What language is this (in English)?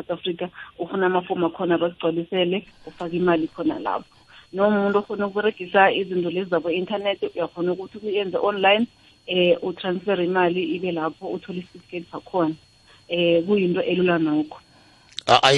South Ndebele